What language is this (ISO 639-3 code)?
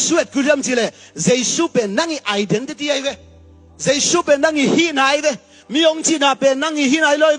ctd